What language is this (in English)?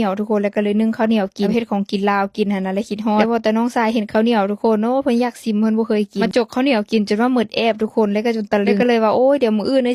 Lao